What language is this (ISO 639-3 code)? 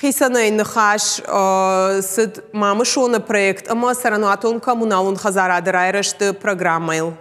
oss